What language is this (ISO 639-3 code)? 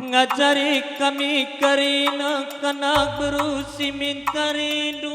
btx